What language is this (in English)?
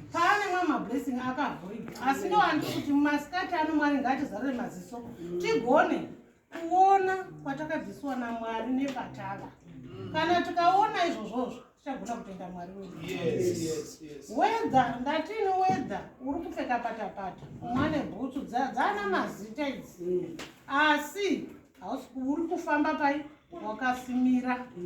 Shona